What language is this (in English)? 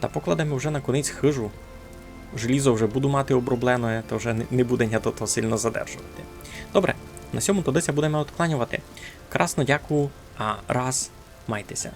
Rusyn